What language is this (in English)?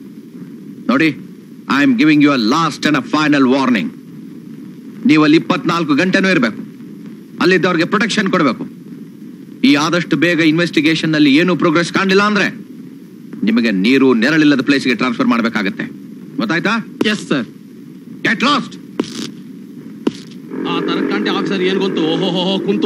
Kannada